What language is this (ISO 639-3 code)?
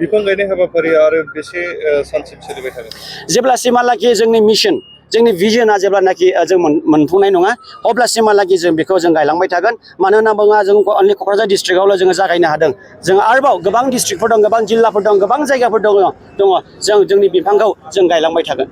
brx